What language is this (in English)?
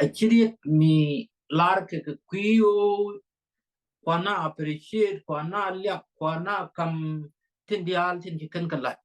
Nuer